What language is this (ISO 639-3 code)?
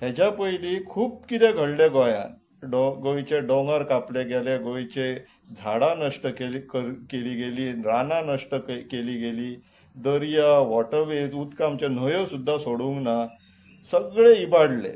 kok